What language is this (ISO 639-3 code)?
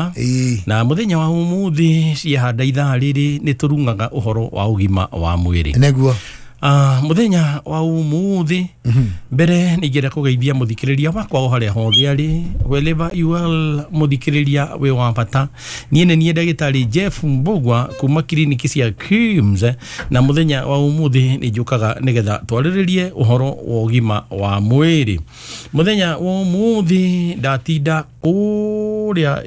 kik